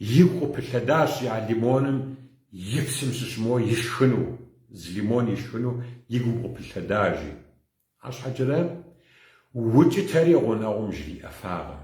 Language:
Kabardian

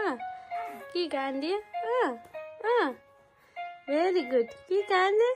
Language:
Nepali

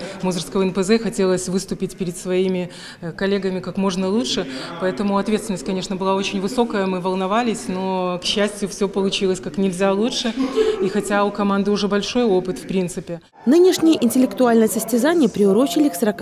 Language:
Russian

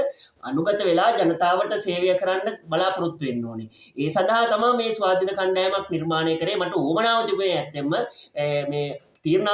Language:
Sinhala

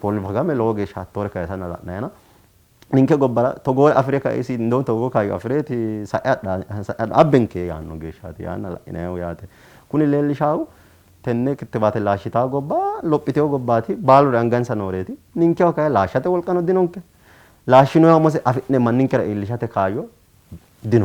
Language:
Sidamo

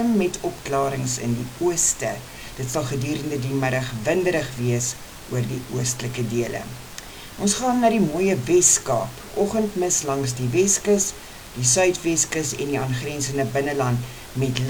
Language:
Afrikaans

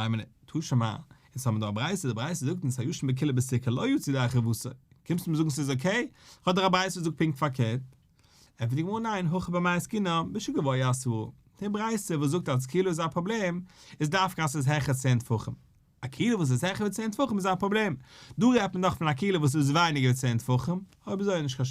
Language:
Yiddish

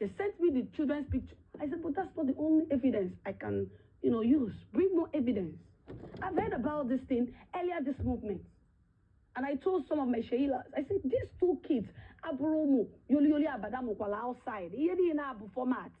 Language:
Igbo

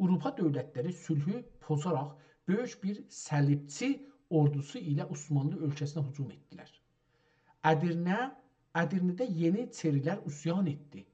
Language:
South Azerbaijani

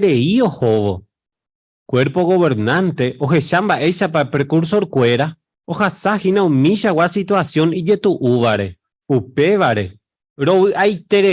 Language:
Guarani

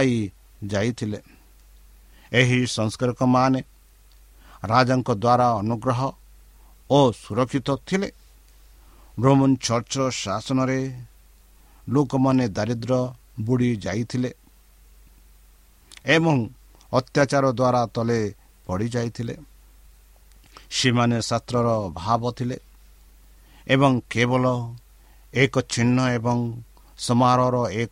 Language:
Odia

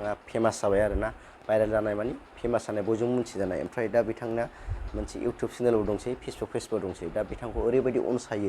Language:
Bodo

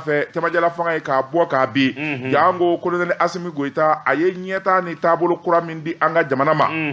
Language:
Bambara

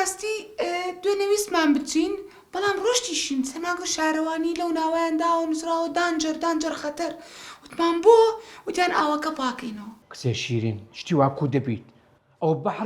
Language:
Central Kurdish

